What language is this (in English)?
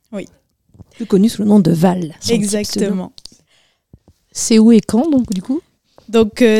French